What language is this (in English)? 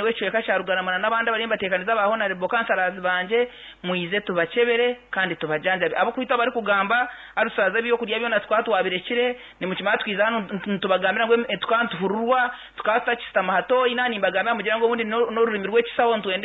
Nyankole